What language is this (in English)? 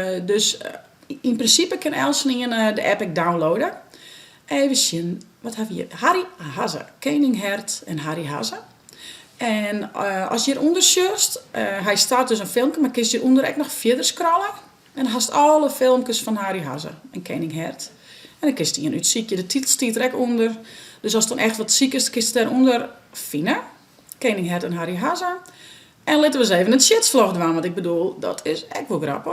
Western Frisian